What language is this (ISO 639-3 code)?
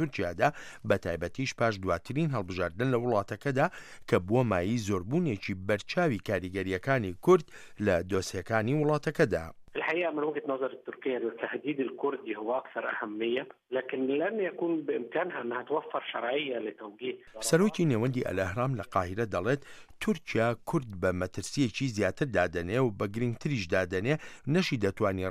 ckb